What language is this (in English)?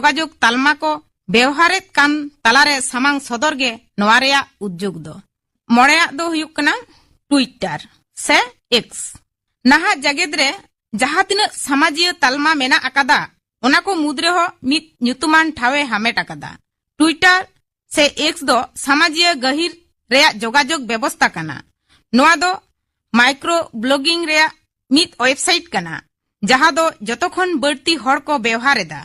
Santali